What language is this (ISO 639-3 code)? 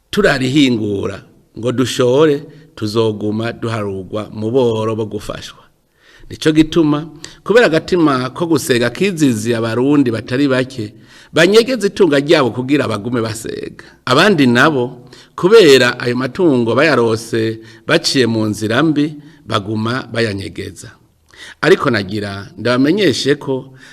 run